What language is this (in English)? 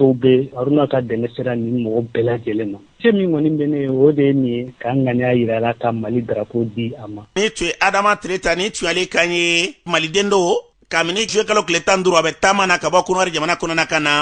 Bambara